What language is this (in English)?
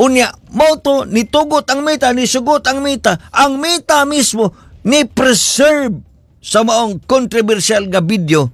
Cebuano